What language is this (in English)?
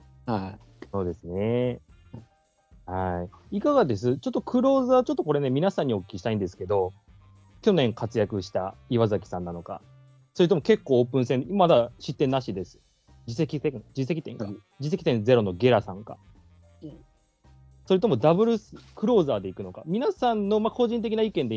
Japanese